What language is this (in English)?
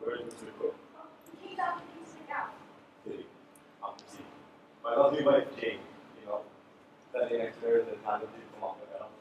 Hawaiian